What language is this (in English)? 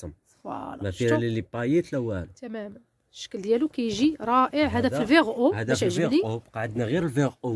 Moroccan Arabic